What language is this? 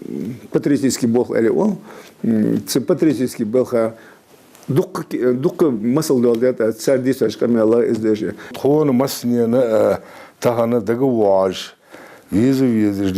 Ingush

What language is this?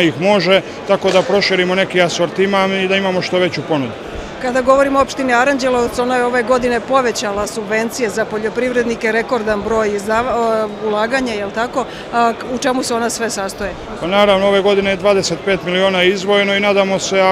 Serbian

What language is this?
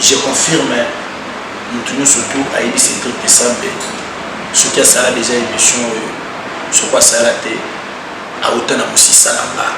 Lingala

